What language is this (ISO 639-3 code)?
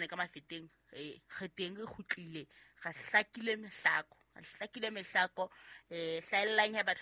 sot